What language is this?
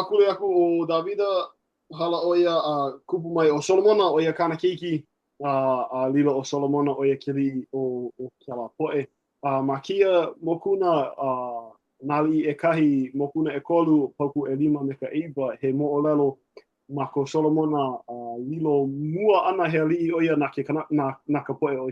Hawaiian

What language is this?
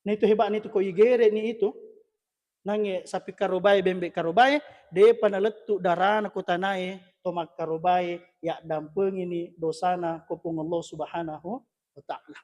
Buginese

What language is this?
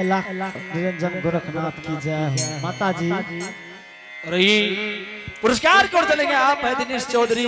Angika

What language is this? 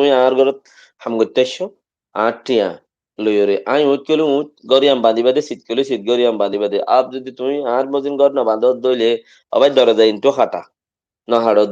Rohingya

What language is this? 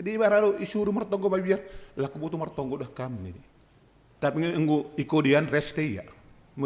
Batak Simalungun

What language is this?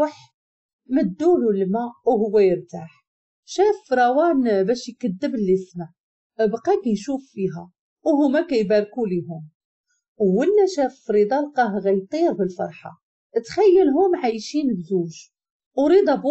Moroccan Arabic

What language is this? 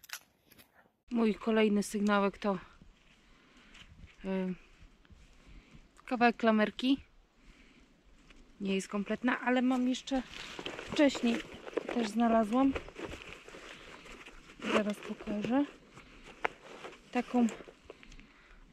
Polish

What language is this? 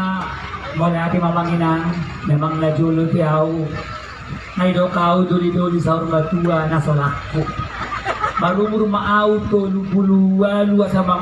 Batak Toba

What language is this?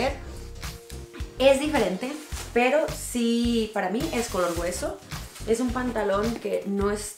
Spanish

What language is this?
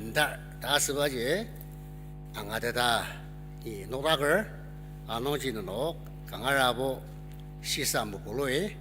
Ao Naga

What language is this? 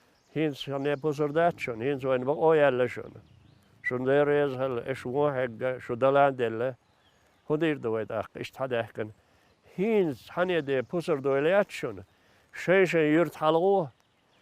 Chechen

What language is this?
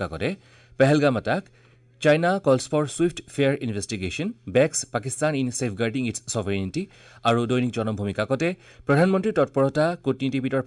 Assamese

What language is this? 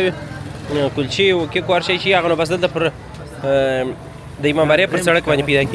Pashto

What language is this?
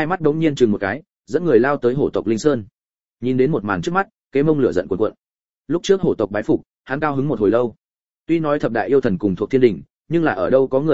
Vietnamese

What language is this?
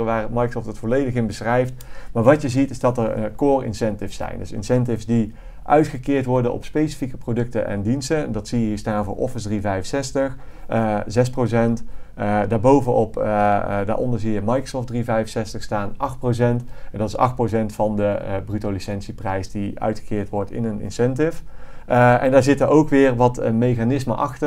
Dutch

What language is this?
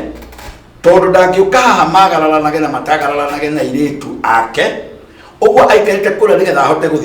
Kikuyu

